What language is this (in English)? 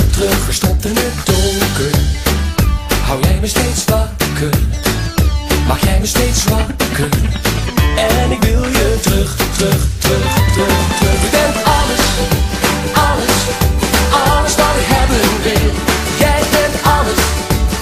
Dutch